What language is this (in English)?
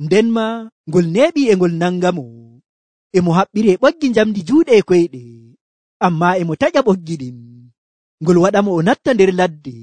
Nigerian Fulfulde